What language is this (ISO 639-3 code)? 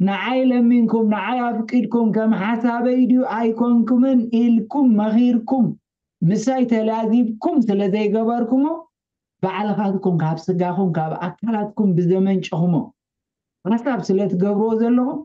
tir